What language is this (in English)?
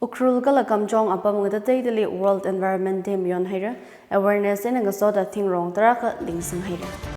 Tangkhul Naga (India)